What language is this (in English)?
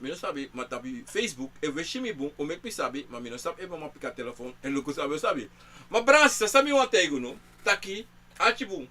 Sranan Tongo